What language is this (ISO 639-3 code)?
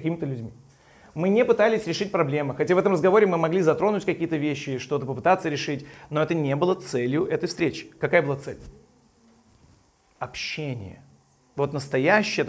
rus